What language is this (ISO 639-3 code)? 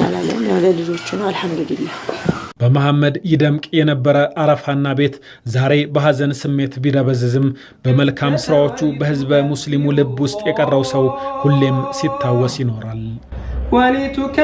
amh